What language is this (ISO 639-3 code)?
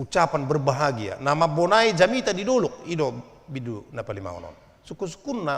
bbc